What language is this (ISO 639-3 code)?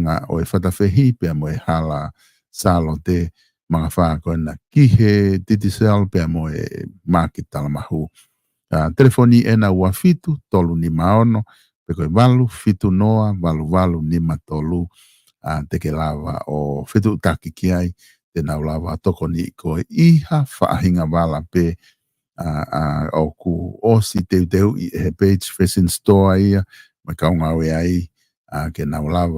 ton